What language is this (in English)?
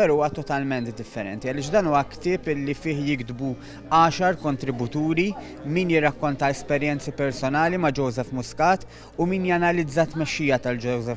Maltese